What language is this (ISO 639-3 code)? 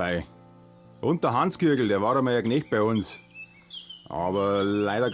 bar